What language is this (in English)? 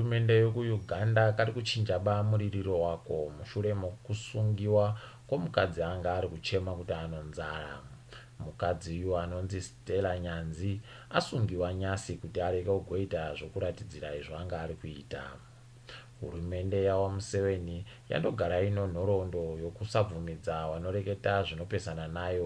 Ndau